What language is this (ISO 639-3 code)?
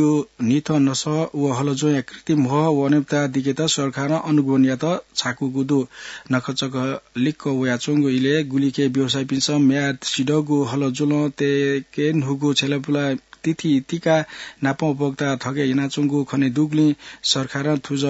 new